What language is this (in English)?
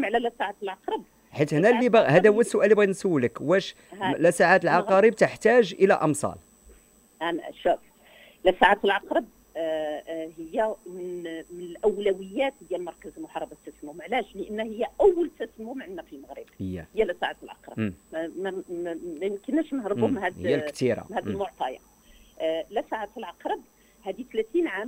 Moroccan Arabic